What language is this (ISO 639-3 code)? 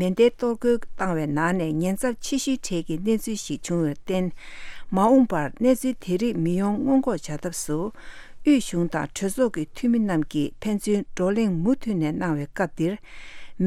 bod